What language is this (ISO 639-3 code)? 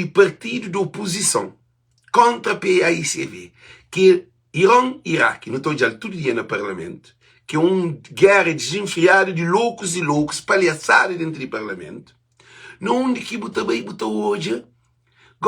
kea